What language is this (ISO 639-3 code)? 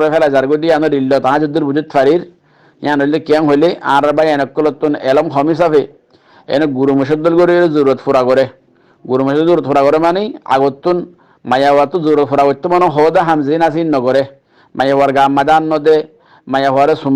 rhg